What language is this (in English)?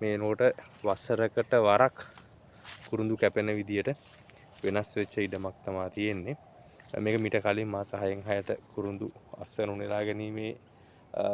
Sinhala